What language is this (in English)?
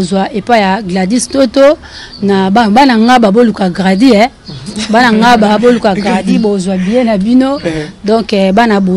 Lingala